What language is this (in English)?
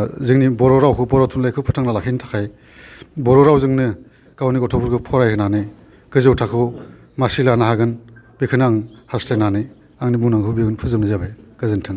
Bodo